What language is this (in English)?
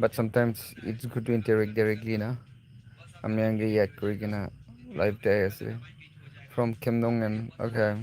Naga Pidgin